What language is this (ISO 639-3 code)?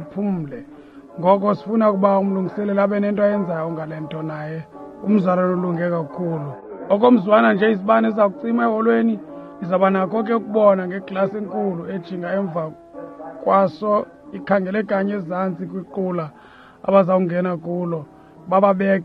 xho